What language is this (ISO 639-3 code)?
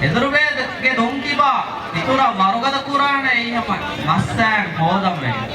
div